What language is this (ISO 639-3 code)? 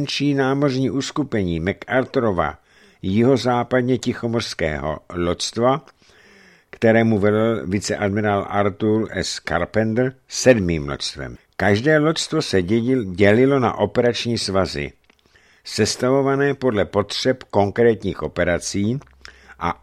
ces